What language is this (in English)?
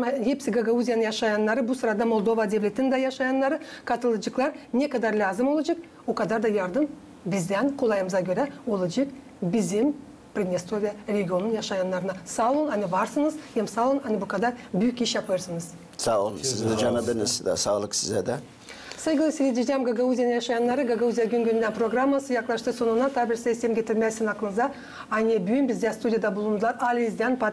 Gagauz